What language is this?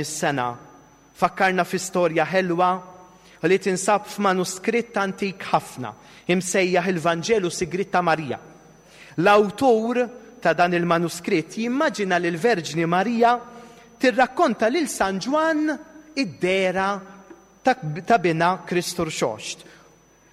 Maltese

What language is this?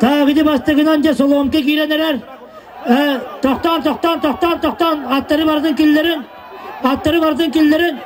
Yakut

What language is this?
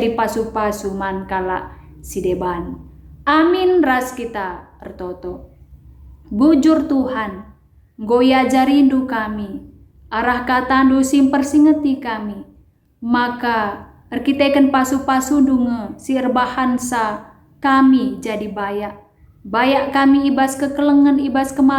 Batak Karo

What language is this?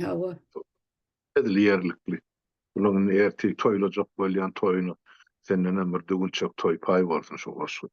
Turkmen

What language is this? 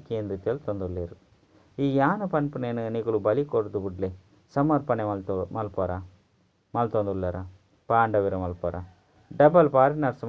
Tulu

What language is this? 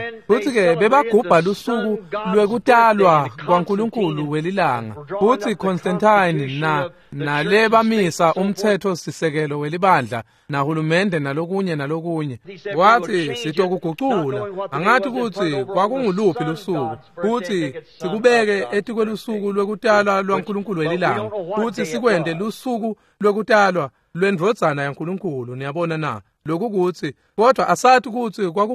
Swati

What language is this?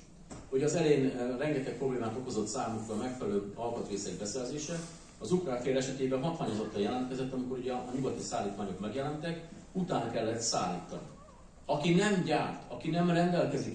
Hungarian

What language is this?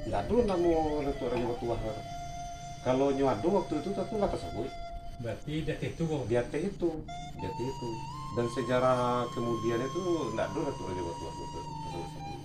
Minangkabau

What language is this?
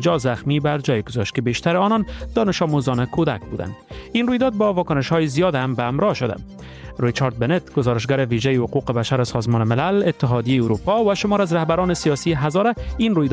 Persian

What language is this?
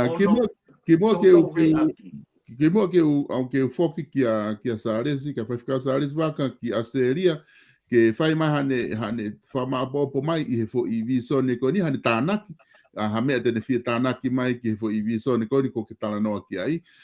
Tongan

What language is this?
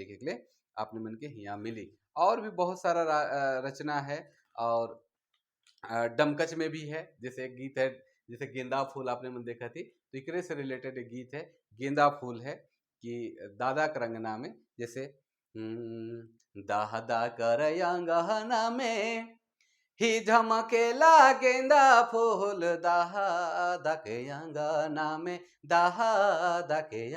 Sadri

